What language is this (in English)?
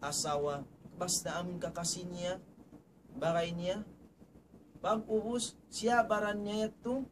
Tausug